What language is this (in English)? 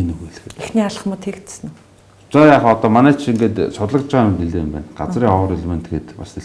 Mongolian